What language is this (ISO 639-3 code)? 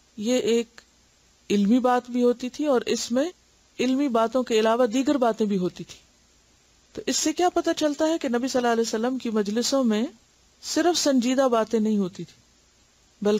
urd